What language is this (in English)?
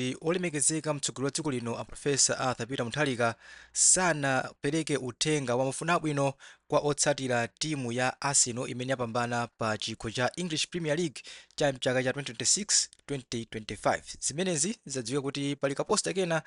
Nyanja